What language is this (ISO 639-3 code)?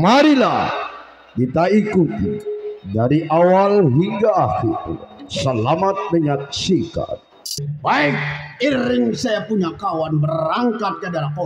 bew